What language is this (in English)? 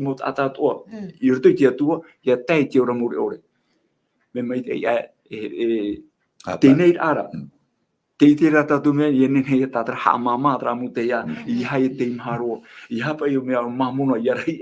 Tahitian